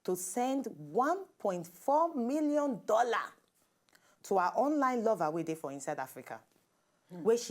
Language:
Nigerian Pidgin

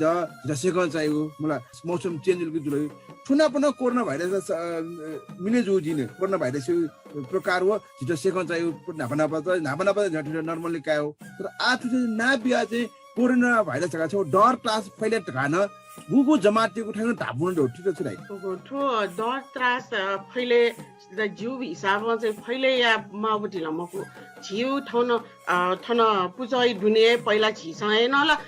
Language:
Newari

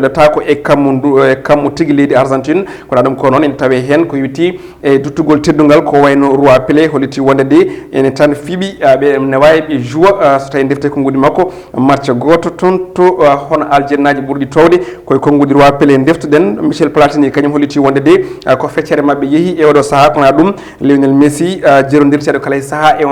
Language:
Fula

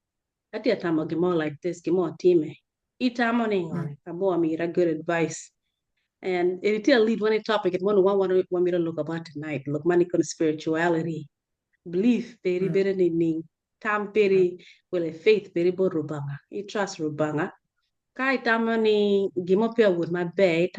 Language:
Acoli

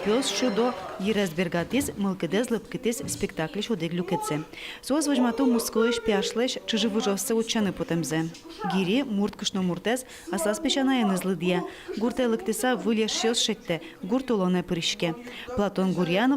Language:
Udmurt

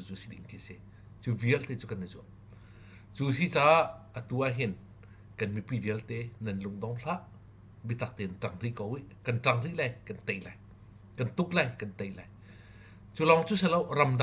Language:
Hakha Chin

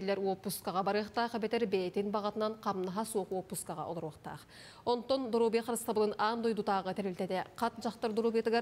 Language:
Yakut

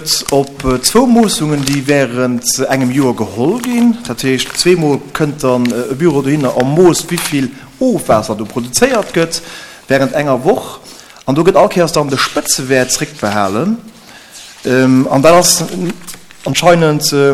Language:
Luxembourgish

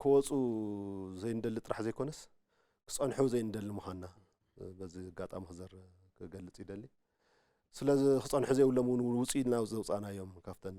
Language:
Tigrinya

